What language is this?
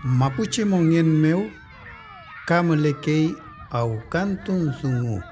Mapuche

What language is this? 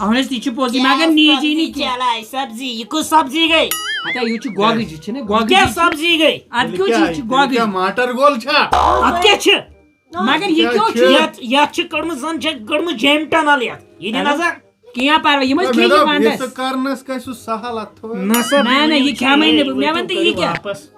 Kashmiri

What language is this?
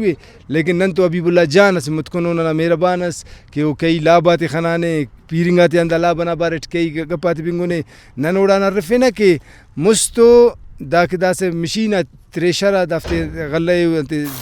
Brahui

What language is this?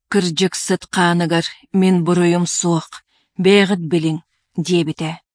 Yakut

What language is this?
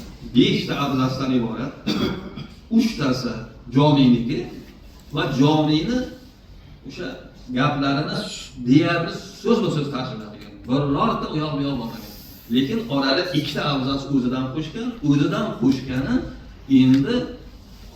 Uzbek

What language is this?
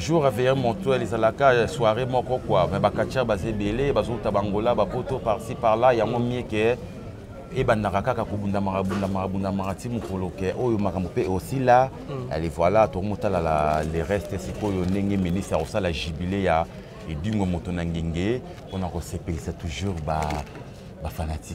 Lingala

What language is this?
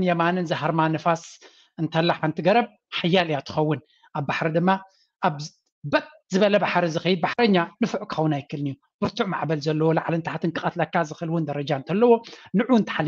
Tigrinya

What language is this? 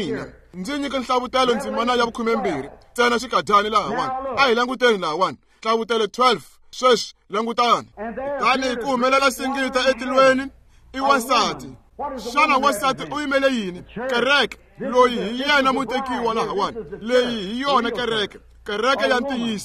Tsonga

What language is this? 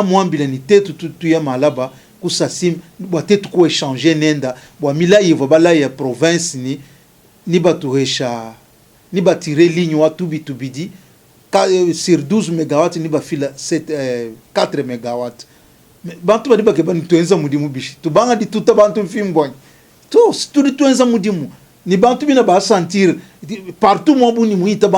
Luba-Lulua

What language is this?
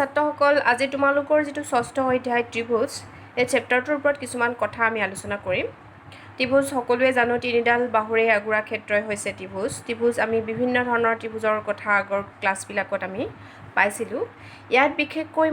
Assamese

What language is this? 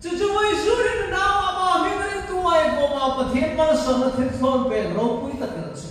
Hmar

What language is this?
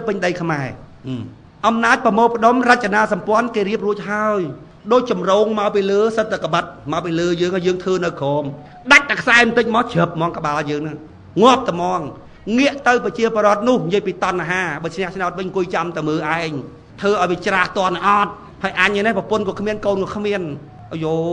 Khmer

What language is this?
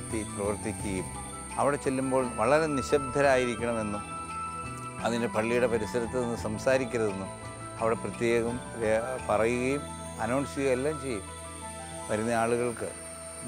Malayalam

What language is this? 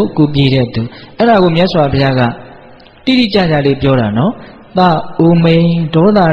Burmese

